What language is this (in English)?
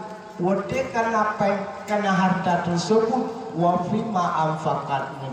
Achinese